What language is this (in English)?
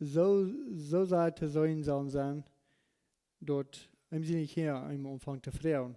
Plautdietsch